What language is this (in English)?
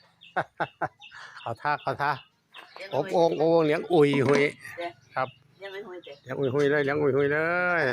Lao